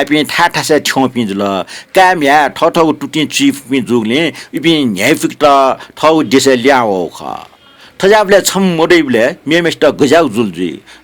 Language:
Newari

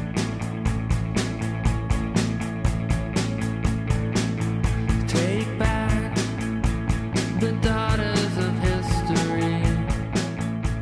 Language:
Italian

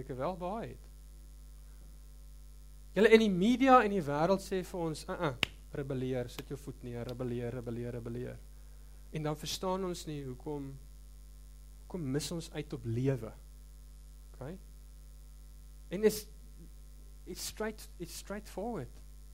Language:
Afrikaans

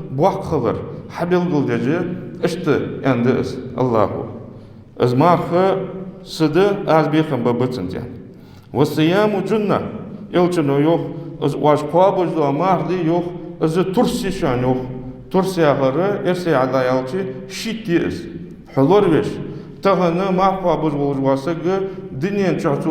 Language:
Ingush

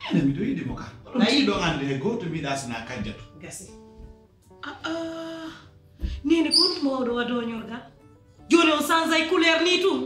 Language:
Pular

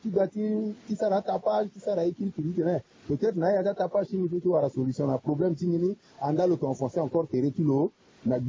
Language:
Sango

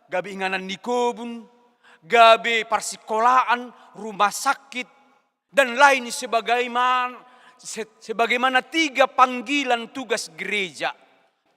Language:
Batak Toba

